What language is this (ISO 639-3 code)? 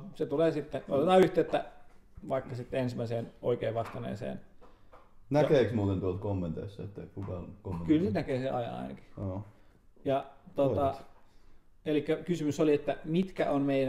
fin